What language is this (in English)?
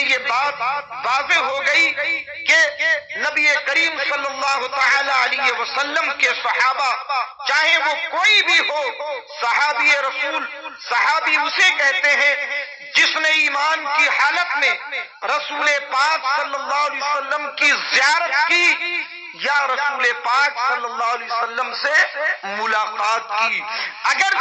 Urdu